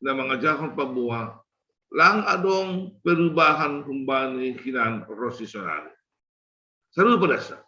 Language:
Batak Simalungun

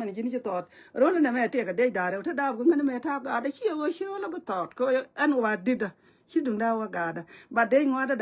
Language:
Nuer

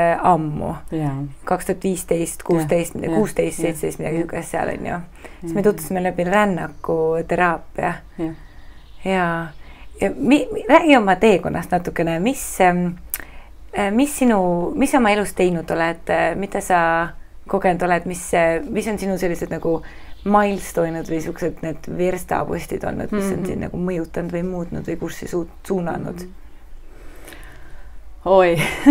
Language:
Estonian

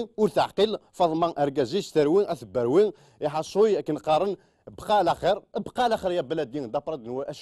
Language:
Kabyle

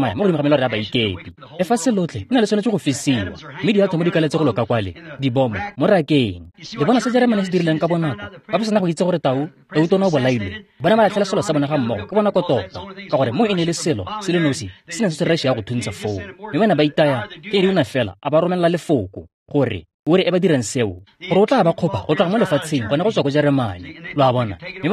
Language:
Tswana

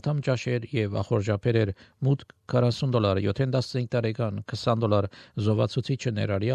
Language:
Armenian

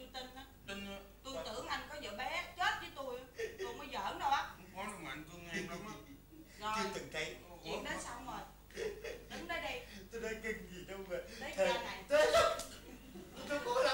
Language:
Vietnamese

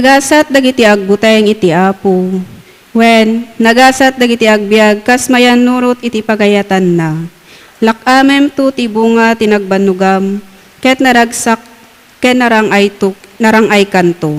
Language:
Iloko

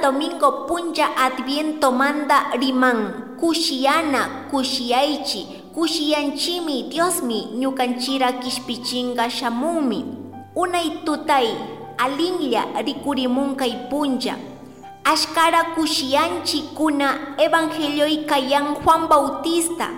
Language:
Chimborazo Highland Quichua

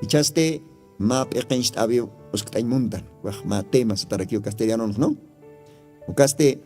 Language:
Aymara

